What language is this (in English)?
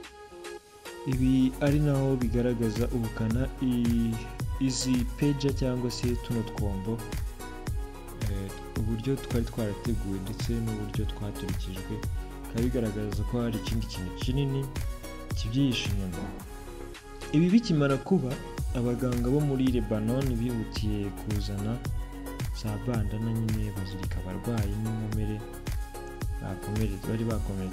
Kinyarwanda